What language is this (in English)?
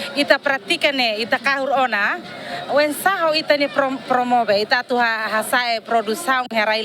Tetum